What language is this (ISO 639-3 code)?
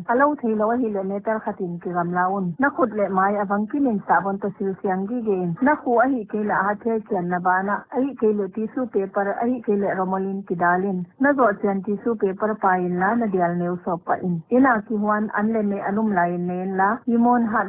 pck